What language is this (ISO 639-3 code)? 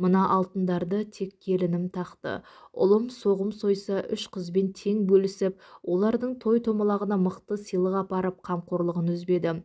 kaz